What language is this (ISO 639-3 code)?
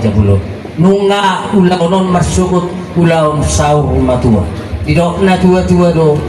bbc